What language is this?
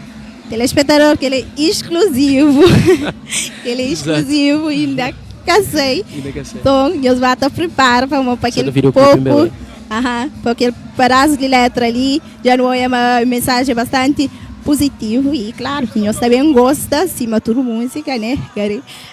Kabuverdianu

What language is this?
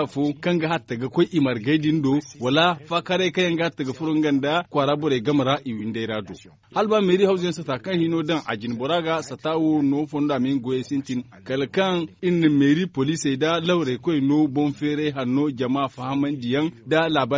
Zarma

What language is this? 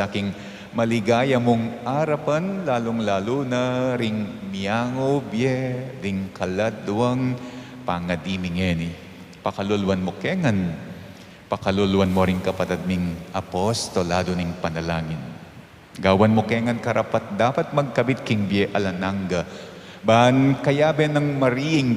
Pampanga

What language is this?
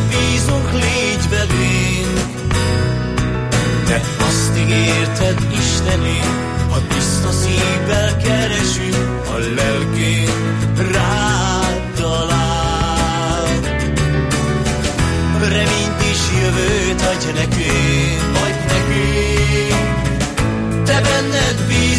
Hungarian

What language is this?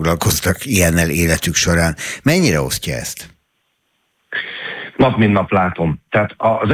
Hungarian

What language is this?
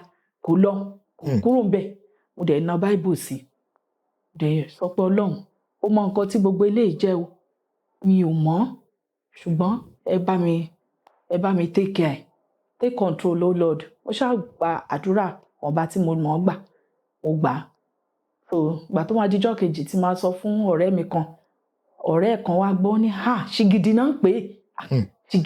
Yoruba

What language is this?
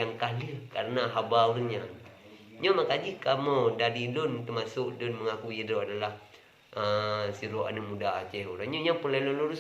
Achinese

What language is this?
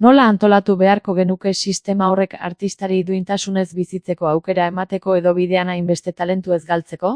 Basque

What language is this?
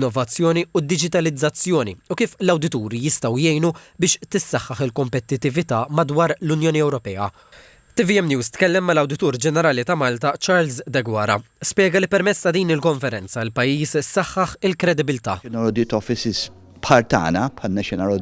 Maltese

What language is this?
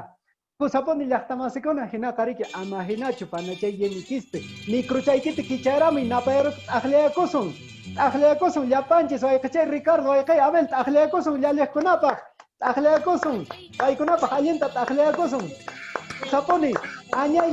Quechua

